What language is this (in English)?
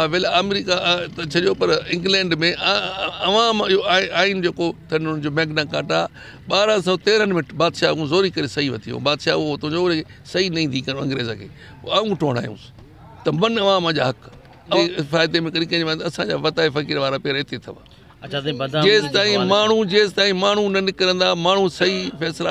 Sindhi